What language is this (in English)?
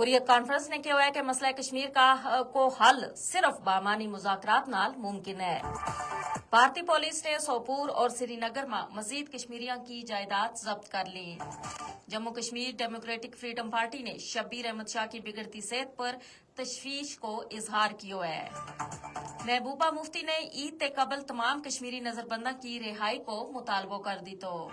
Gujari